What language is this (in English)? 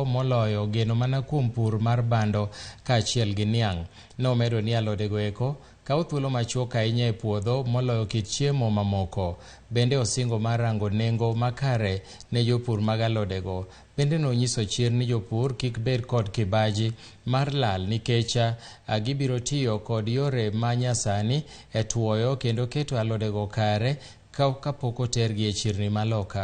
Luo (Kenya and Tanzania)